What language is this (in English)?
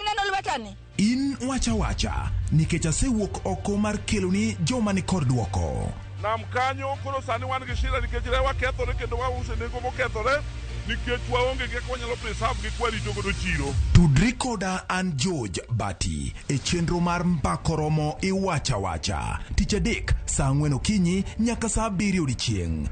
Luo (Kenya and Tanzania)